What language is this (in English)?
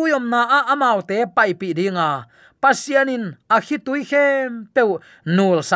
Tedim Chin